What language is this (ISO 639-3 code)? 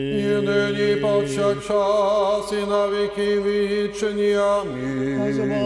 ukr